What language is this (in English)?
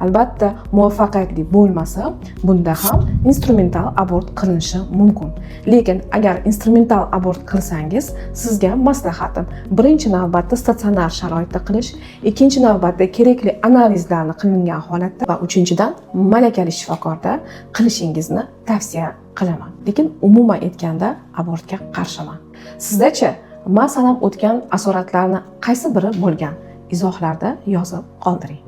Uzbek